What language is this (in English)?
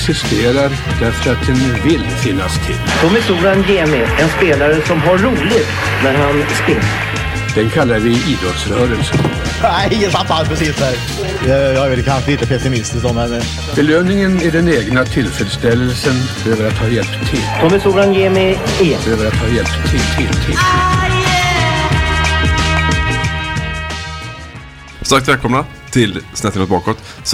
Swedish